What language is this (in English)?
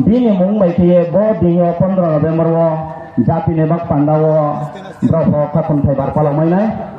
Riang (India)